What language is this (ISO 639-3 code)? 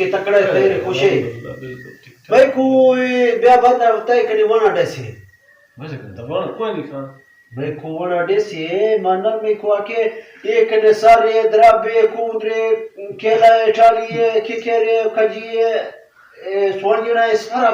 skr